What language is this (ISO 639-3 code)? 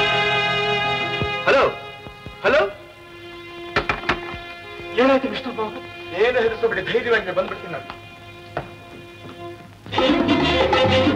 kan